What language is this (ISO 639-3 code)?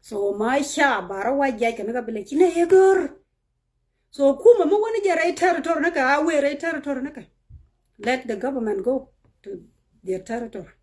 nus